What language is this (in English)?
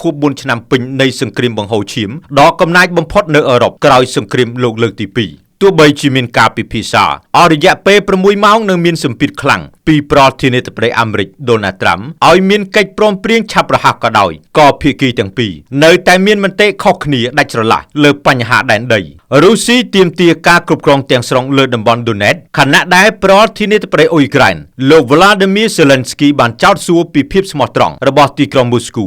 Khmer